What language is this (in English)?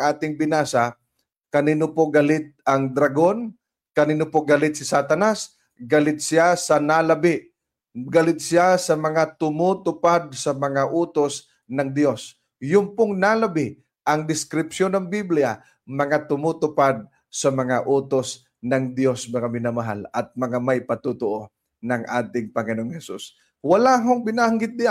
Filipino